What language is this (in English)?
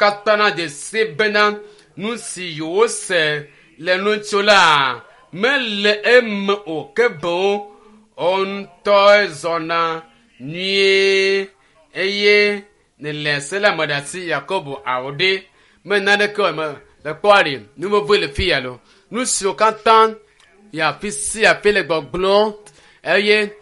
Ewe